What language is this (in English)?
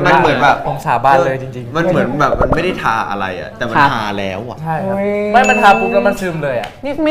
Thai